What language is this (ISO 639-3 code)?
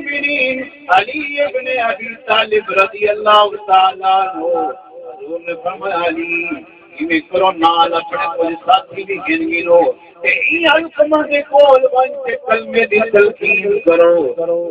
skr